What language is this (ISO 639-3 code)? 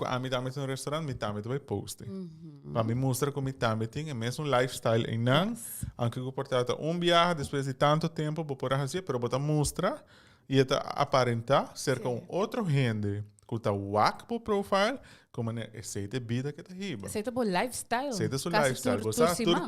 pap